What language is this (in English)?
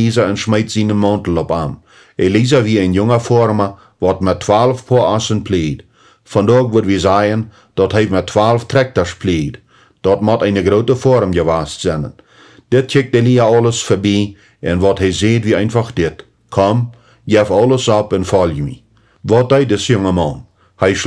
Plautdietsch